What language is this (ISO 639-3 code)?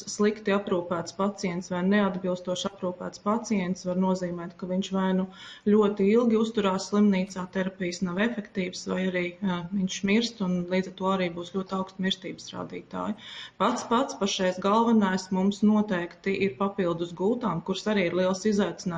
lav